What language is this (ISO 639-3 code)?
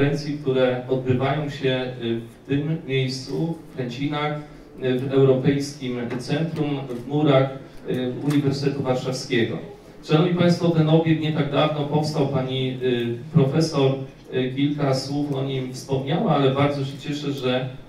pol